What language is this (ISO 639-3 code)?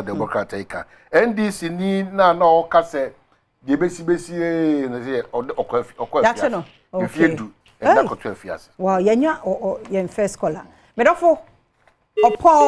aka